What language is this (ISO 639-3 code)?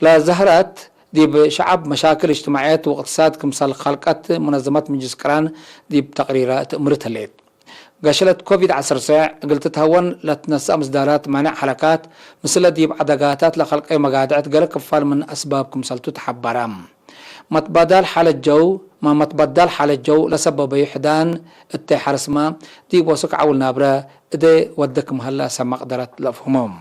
tig